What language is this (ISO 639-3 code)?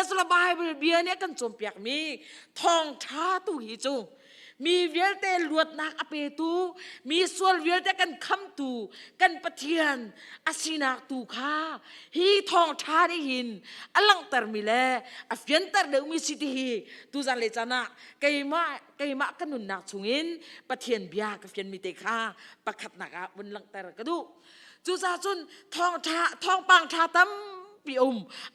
cnh